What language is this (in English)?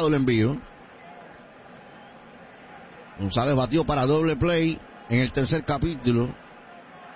Spanish